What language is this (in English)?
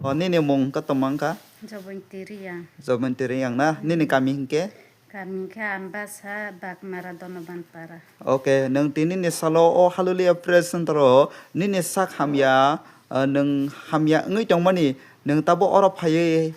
Kok Borok